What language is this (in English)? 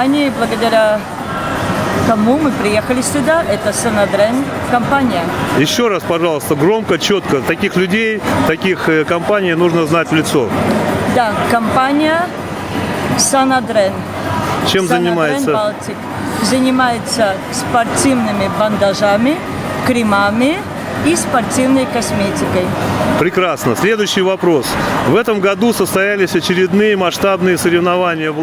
Russian